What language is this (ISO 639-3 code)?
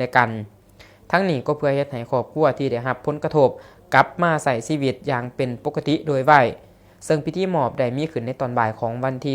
lao